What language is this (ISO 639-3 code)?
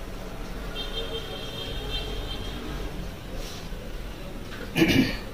kha